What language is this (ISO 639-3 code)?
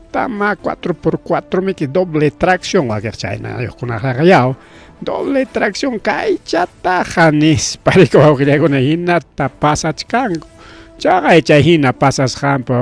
quy